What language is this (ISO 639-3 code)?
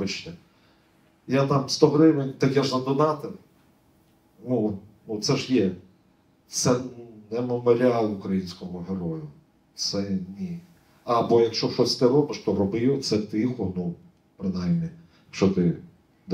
ukr